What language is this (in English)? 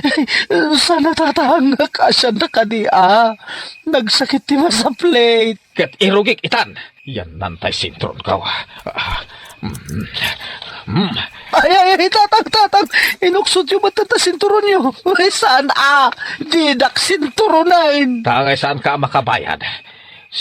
Iloko